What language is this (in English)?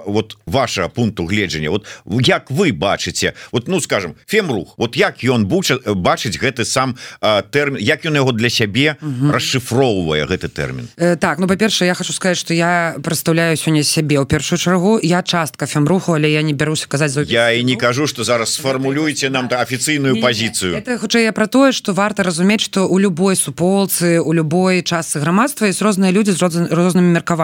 Belarusian